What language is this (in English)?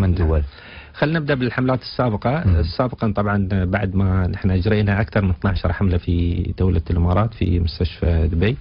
Arabic